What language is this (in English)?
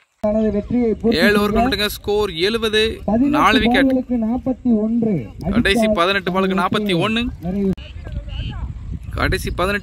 Tamil